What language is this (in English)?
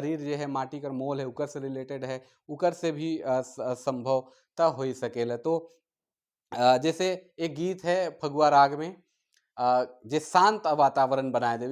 Sadri